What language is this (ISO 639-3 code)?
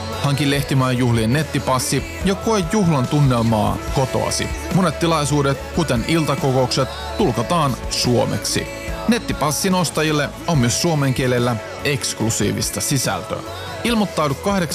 fin